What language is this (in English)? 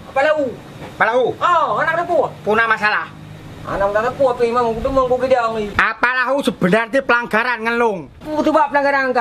Achinese